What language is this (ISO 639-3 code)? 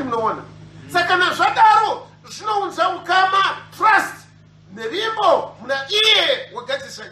sna